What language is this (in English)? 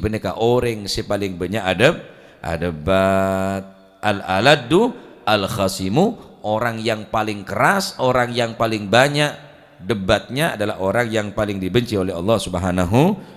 Madurese